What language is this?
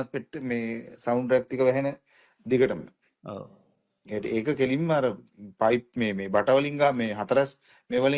Sinhala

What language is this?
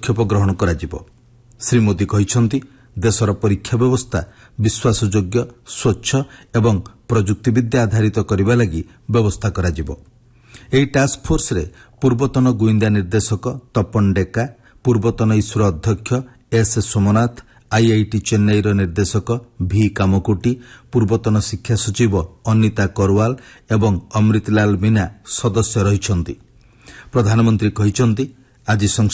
Odia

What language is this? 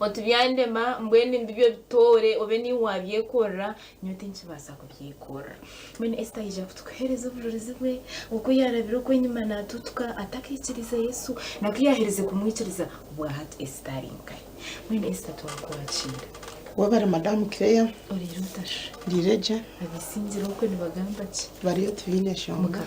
Nyankole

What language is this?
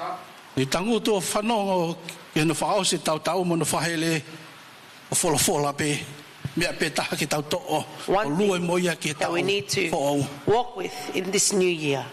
Tongan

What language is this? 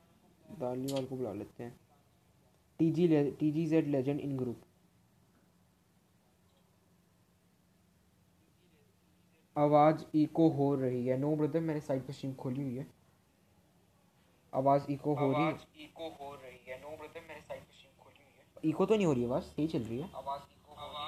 Hindi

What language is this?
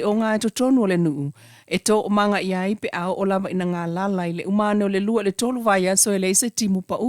Samoan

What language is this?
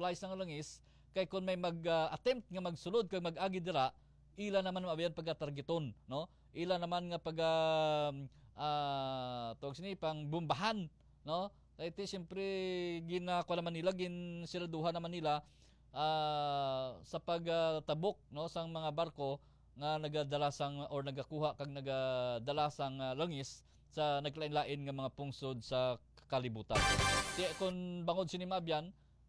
Hiligaynon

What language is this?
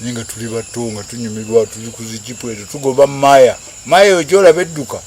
Ganda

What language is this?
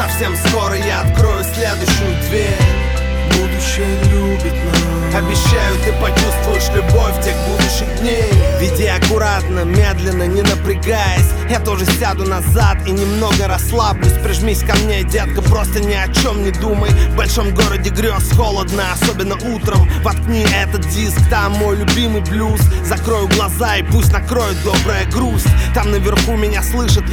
Russian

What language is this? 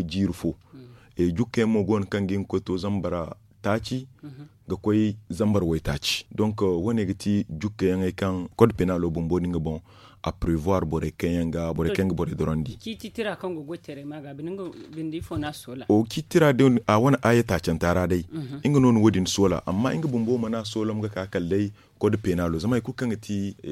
Zarma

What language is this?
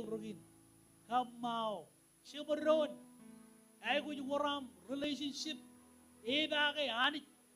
Marshallese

